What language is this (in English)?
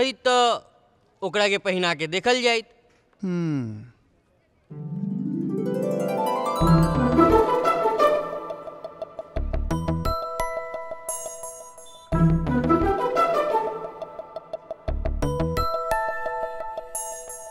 Bhojpuri